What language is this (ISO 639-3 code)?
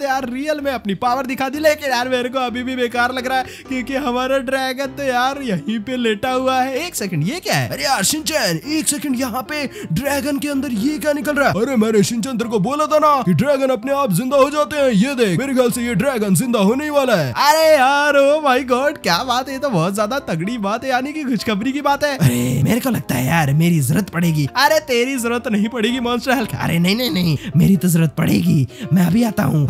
hin